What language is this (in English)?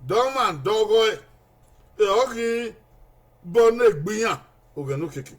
Bini